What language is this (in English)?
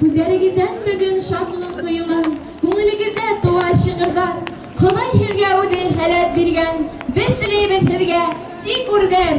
Bashkir